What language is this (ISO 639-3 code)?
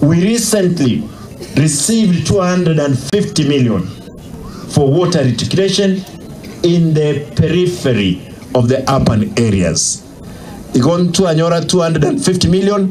guz